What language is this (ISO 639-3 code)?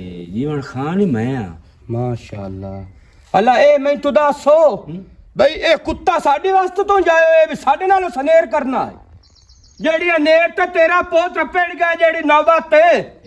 lah